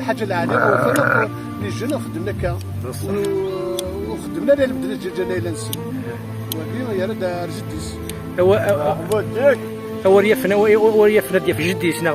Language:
Kabyle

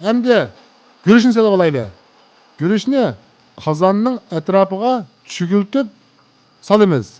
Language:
Uyghur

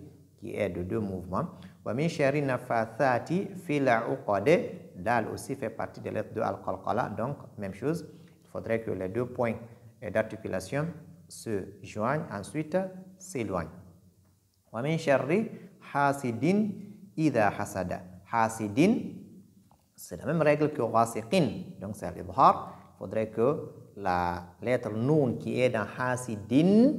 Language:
French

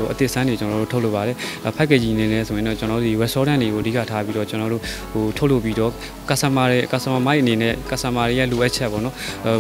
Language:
Burmese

